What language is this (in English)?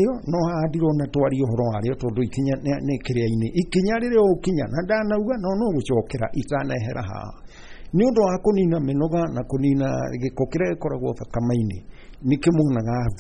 Kikuyu